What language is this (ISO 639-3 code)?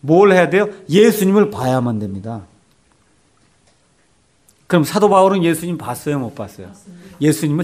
kor